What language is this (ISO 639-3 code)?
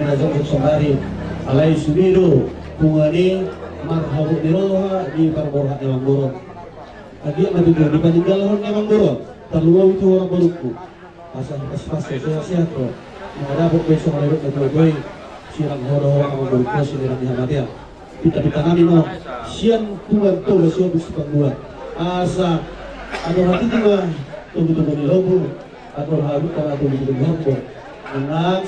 bbc